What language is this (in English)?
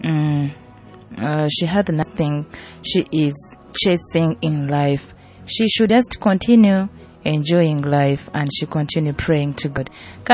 Nyoro